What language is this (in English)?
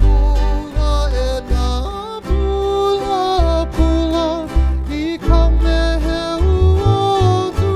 Hawaiian